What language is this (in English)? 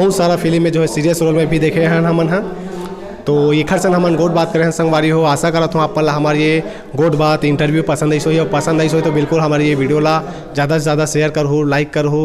Chhattisgarhi